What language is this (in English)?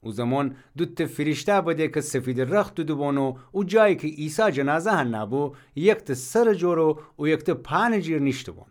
Gilaki